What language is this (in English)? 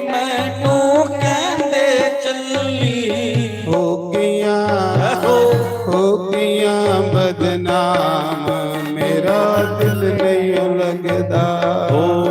Dogri